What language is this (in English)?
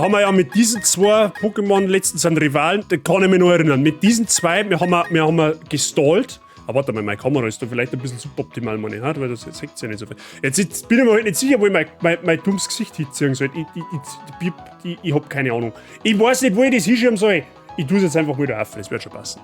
Bavarian